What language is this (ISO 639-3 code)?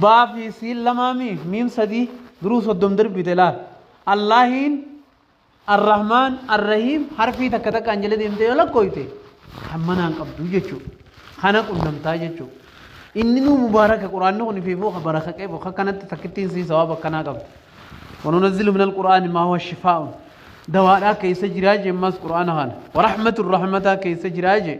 orm